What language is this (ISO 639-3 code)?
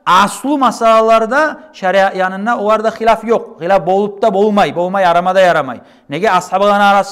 kum